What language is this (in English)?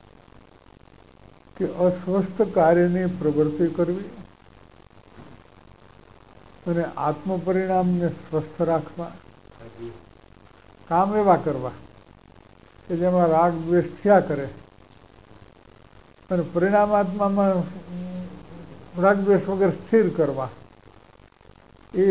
Gujarati